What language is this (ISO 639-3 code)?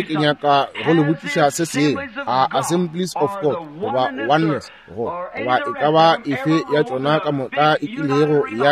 nso